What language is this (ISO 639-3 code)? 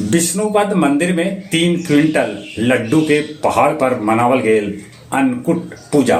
mag